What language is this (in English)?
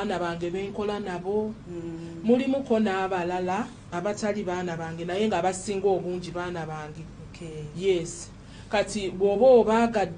Ganda